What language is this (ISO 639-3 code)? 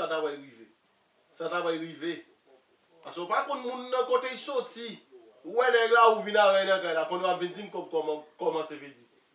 hat